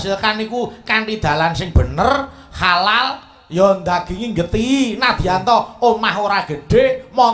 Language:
Javanese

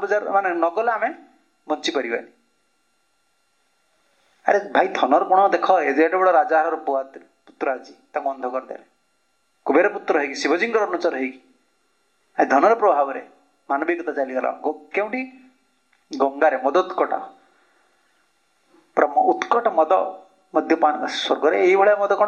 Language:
Odia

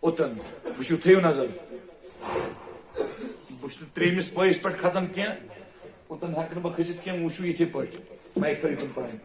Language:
Kashmiri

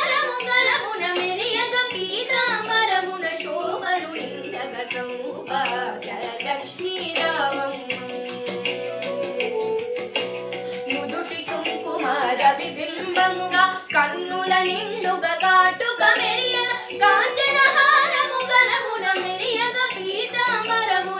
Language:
Telugu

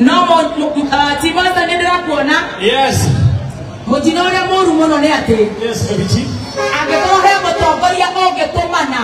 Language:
Kikuyu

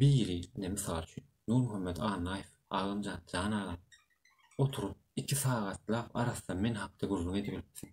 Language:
Turkmen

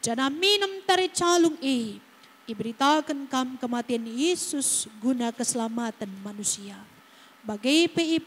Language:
Batak Karo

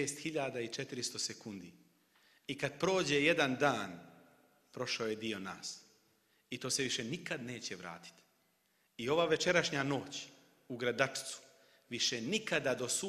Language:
Bosnian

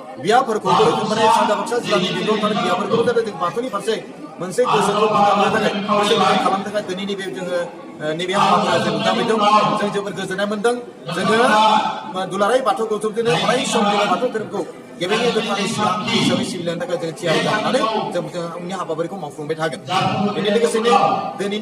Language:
Bodo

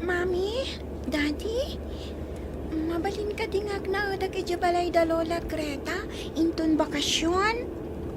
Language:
Iloko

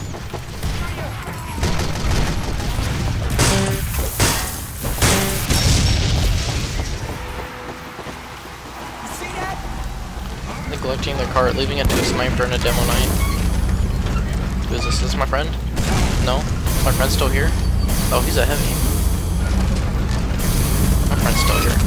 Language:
English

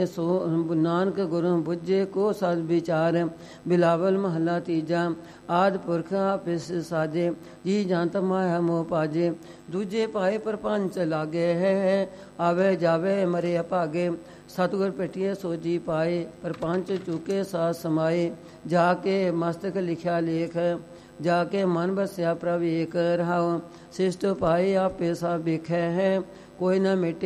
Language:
Punjabi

